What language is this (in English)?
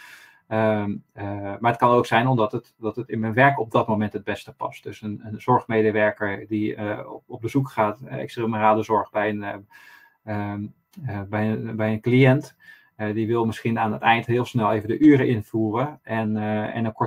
Dutch